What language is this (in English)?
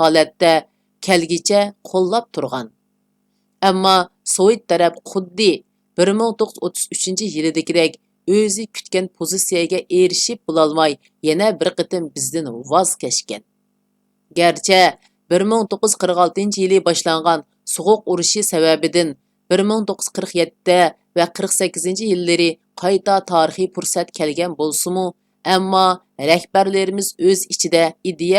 Uyghur